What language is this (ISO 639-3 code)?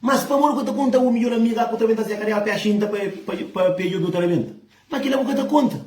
kea